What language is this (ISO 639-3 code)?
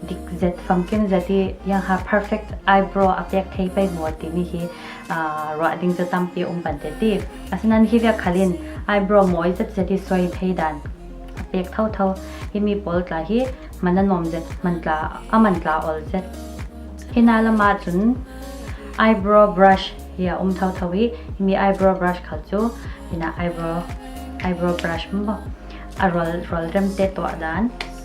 cfm